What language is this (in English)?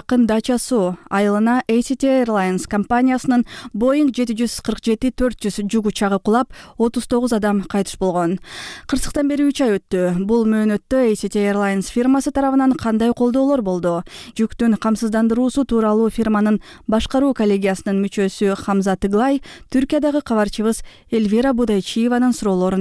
Kyrgyz